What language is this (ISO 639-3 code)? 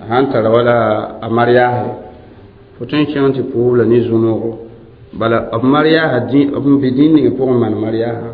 mos